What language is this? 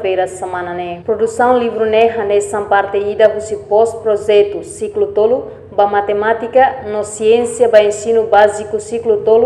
Tetum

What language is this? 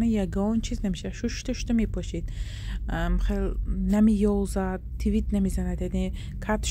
Tajik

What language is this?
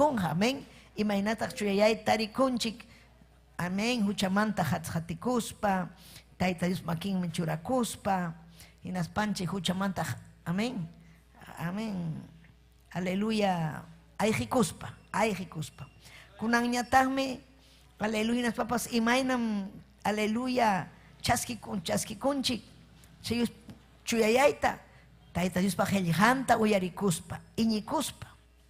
Ayacucho Quechua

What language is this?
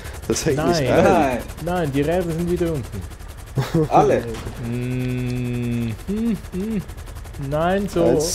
Swiss German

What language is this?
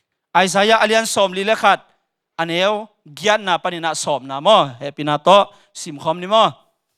Tedim Chin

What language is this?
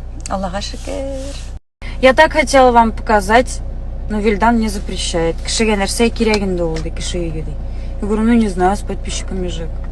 Tatar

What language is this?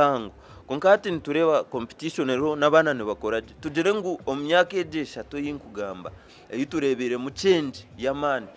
Nyankole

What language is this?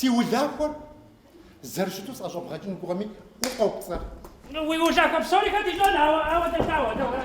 Kabardian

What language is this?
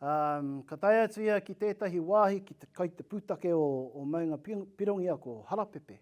Māori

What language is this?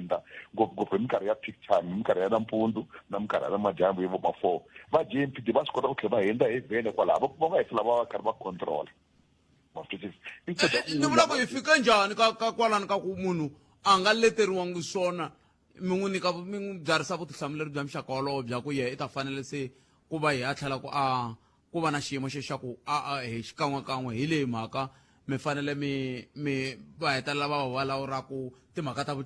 Tsonga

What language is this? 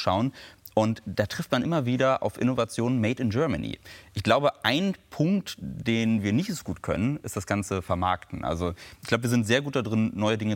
German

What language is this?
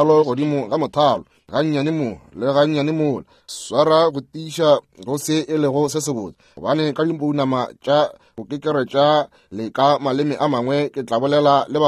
Northern Sotho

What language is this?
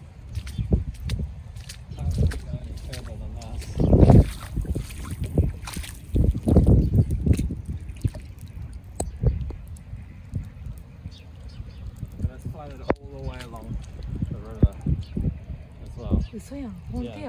Japanese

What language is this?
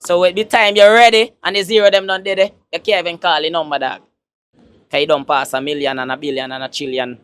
Jamaican Creole English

